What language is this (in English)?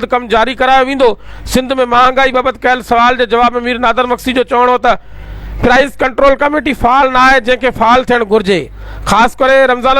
Sindhi